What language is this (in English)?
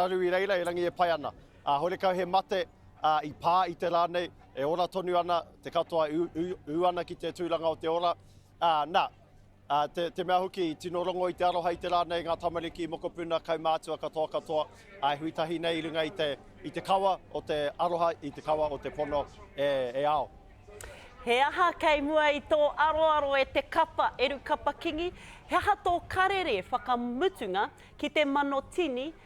Māori